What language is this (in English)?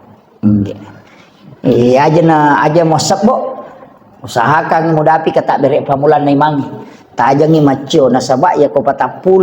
Buginese